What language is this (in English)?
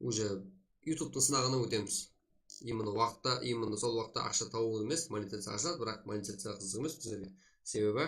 Kara-Kalpak